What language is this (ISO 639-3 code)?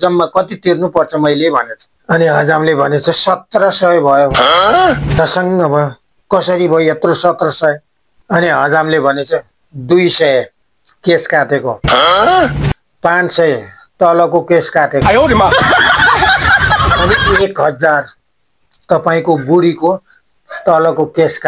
nep